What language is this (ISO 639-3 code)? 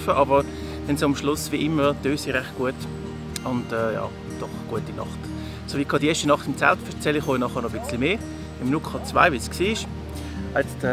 gsw